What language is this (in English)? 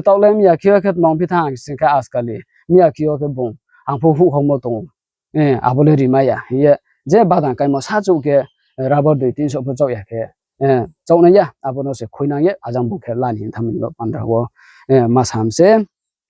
Riang (India)